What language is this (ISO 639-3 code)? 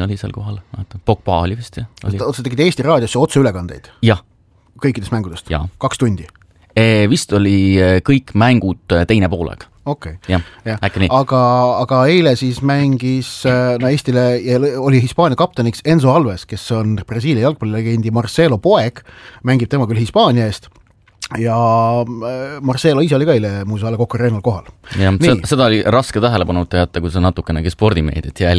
est